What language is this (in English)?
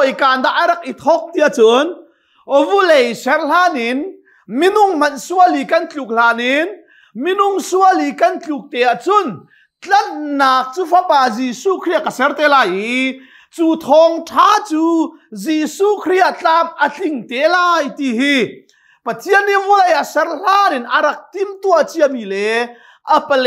Hakha Chin